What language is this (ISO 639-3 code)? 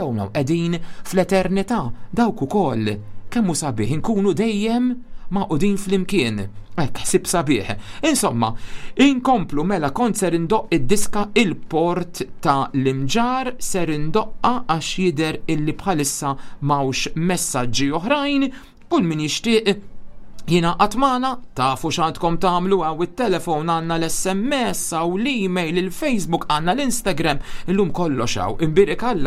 mlt